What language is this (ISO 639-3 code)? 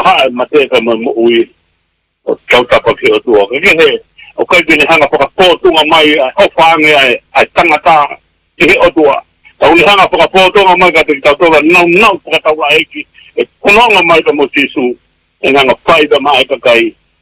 ton